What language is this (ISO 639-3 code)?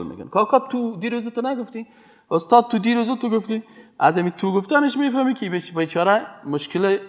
fas